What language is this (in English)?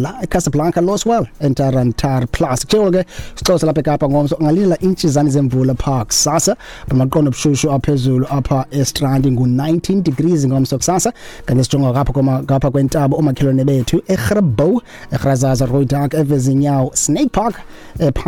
Xhosa